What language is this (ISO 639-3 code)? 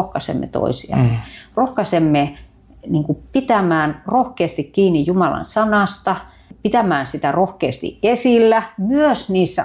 fin